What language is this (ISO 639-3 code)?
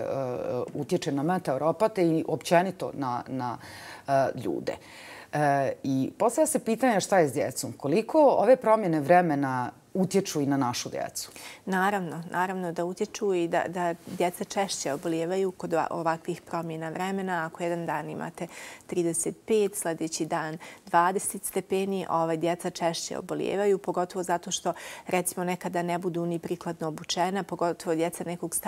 bos